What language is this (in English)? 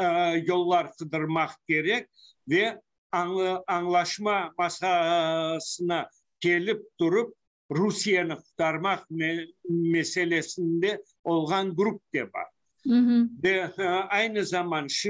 Crimean Tatar